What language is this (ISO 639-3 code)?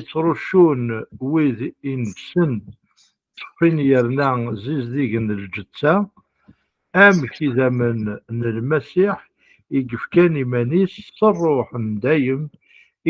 kab